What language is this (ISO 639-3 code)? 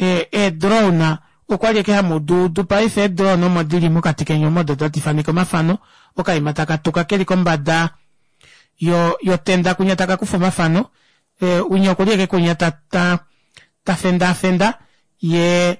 kua